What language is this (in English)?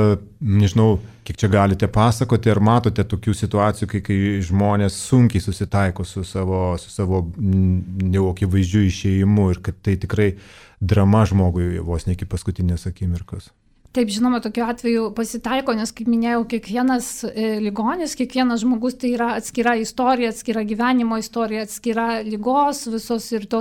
Lithuanian